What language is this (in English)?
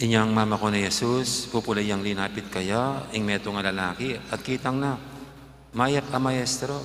Pampanga